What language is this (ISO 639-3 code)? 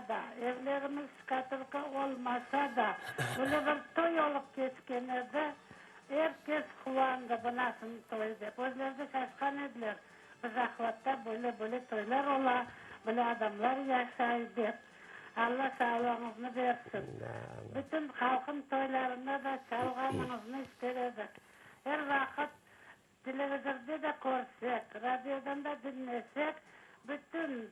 crh